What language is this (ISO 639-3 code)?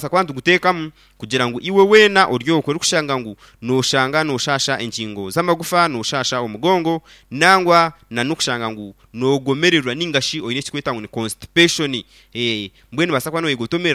nyn